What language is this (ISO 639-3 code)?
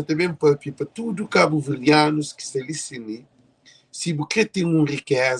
kea